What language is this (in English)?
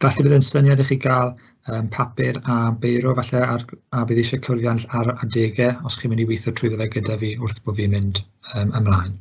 Welsh